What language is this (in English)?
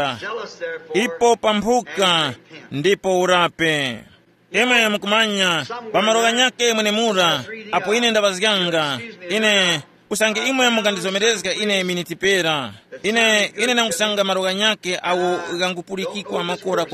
Tumbuka